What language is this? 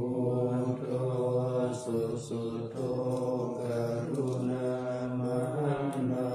Pali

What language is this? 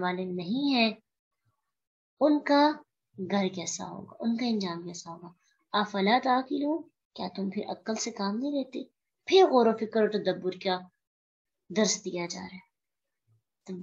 Urdu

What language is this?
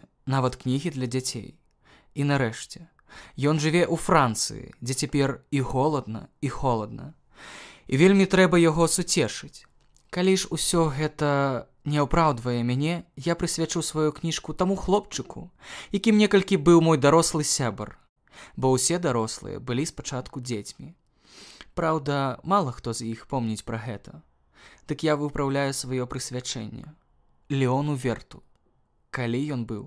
Belarusian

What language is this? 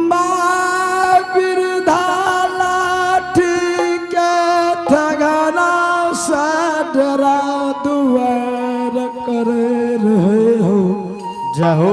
Angika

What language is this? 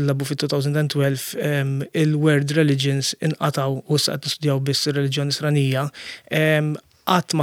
Maltese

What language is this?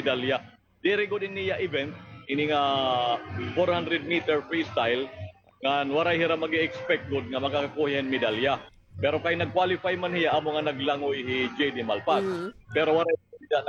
Waray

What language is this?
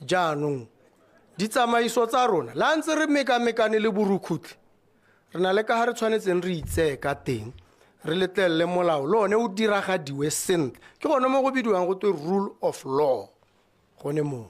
Tswana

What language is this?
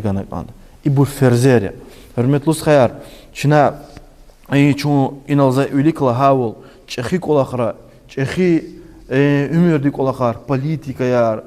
Lezghian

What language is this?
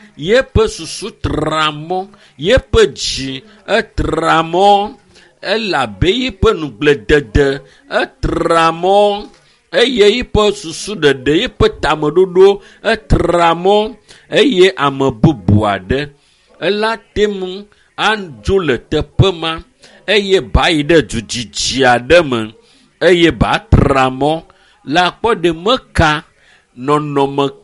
Ewe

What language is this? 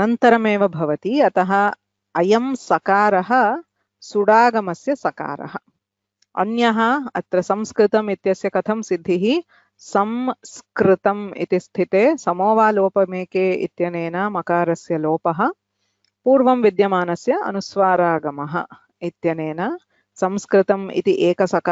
Sanskrit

